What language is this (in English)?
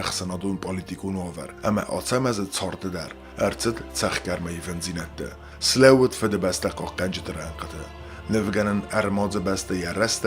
Ossetic